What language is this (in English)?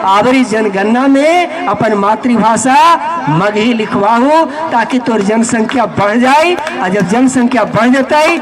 Magahi